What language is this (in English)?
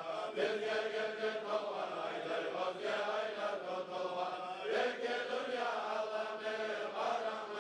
Kumyk